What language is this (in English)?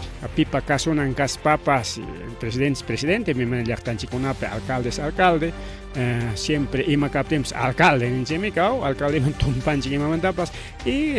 Ayacucho Quechua